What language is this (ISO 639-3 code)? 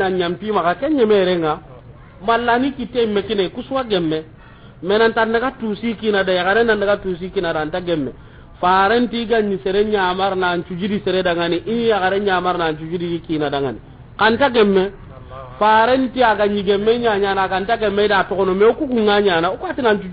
snk